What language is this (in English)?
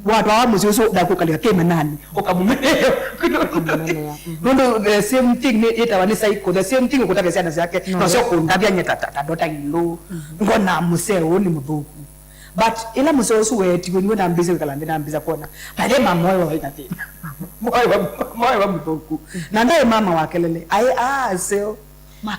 Kamba